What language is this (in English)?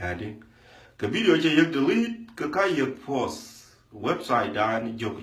Dinka